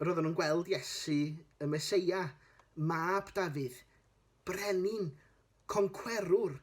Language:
Welsh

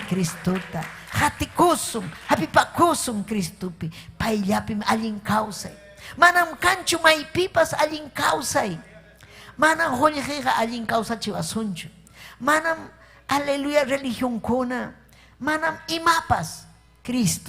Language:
Ayacucho Quechua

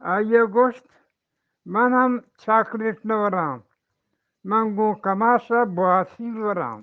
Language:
Eastern Balochi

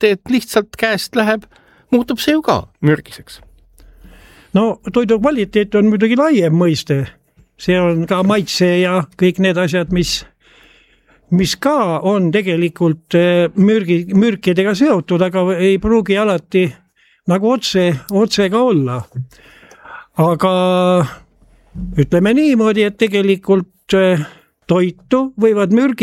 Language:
Estonian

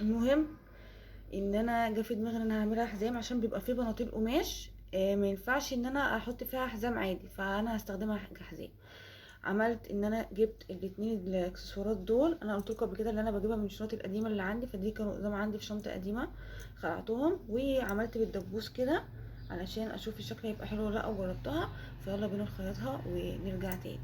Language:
Egyptian Arabic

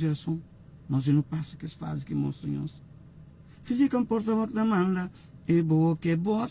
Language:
Kabuverdianu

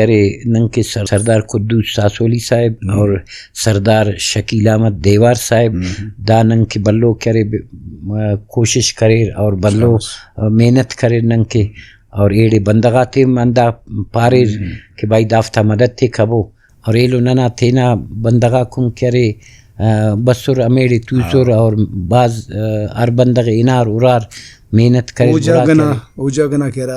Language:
Brahui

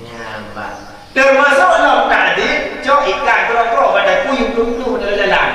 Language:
Achinese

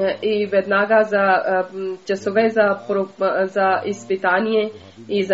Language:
Bulgarian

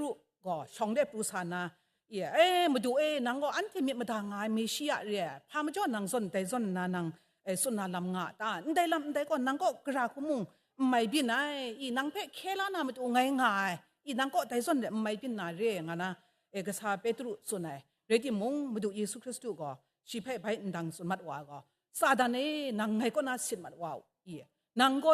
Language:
Kachin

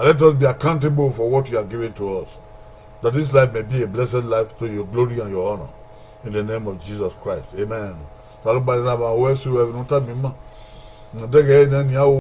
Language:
Bini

